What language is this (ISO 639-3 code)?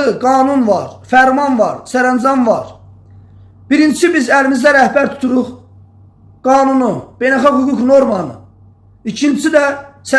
aze